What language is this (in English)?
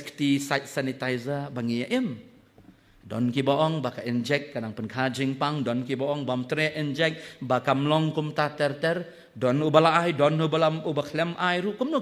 Khasi